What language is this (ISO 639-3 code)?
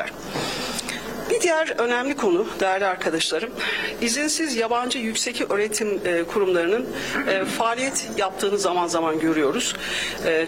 tur